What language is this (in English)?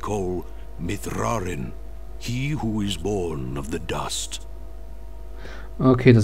German